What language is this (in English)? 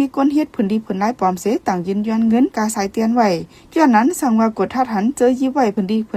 Shan